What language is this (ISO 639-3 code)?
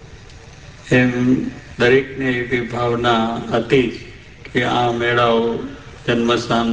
guj